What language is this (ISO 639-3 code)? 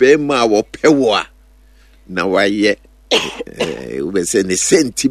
aka